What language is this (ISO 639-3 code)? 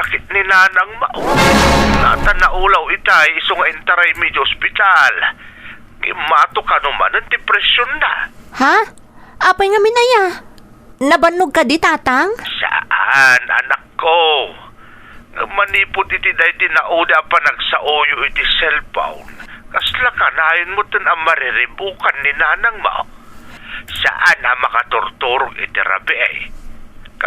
ilo